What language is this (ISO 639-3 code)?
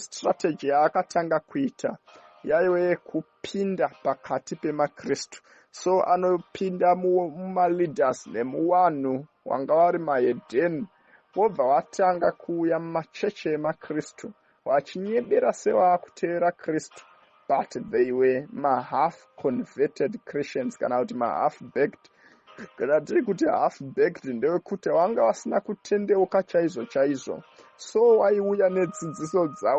sna